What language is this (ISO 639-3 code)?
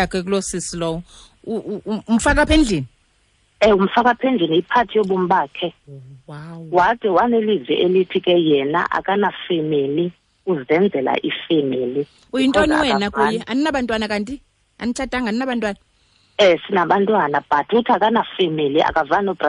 xho